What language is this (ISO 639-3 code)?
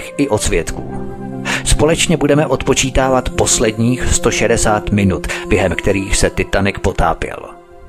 ces